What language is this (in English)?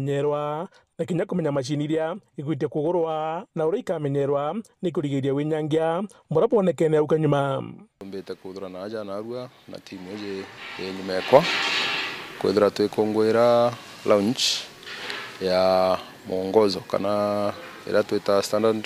Meru